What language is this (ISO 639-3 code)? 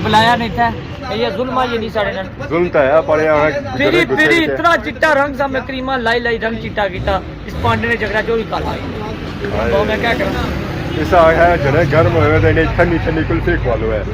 phr